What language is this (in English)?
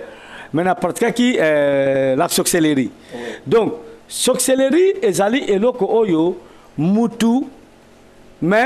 Lingala